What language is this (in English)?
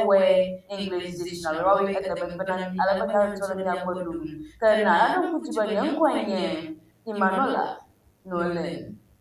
Ewe